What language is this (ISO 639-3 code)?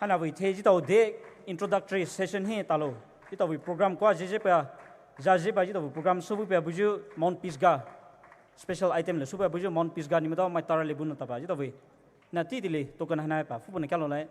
pmx